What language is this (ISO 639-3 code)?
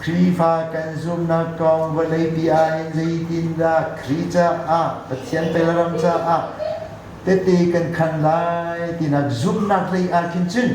cnh